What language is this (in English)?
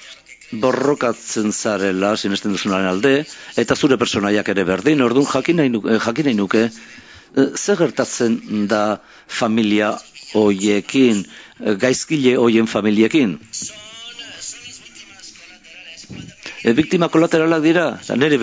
Basque